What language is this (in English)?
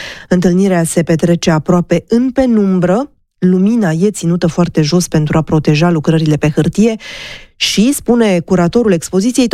Romanian